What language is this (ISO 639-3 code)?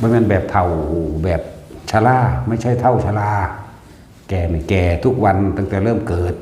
tts